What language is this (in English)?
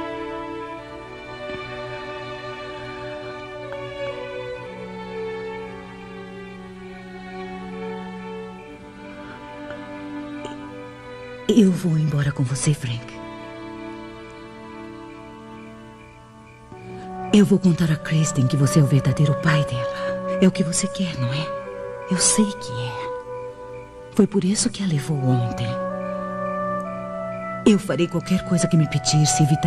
Portuguese